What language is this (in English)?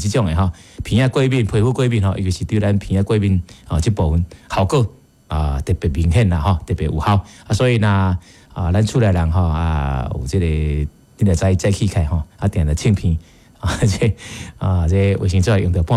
Min Nan Chinese